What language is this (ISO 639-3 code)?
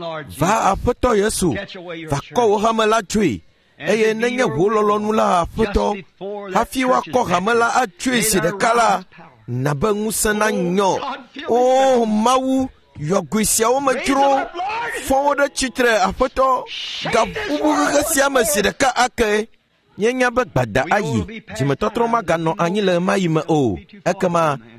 ewe